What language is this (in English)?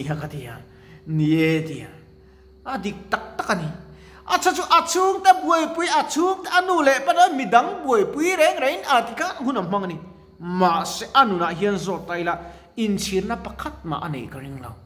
Mizo